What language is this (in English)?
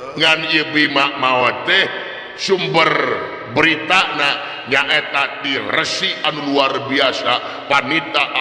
Sundanese